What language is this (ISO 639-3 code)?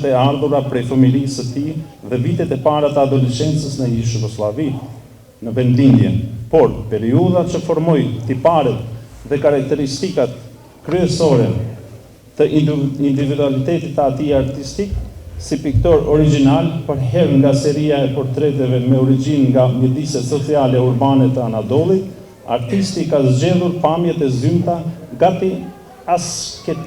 sqi